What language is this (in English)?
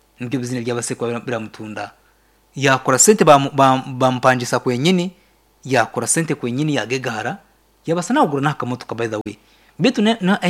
Nyankole